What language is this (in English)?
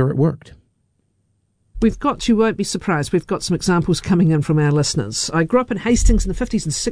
English